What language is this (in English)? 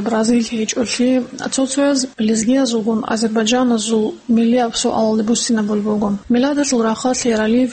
Avaric